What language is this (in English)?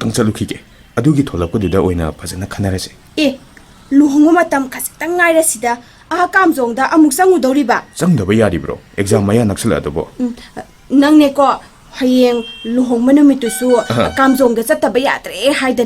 Manipuri